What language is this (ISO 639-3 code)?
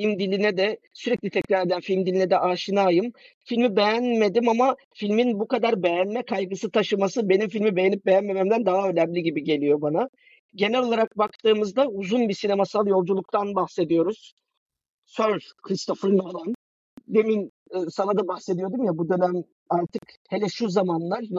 tur